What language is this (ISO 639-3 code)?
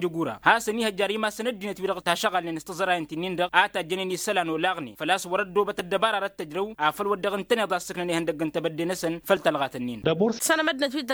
taq